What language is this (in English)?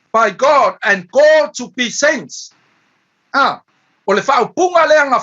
Samoan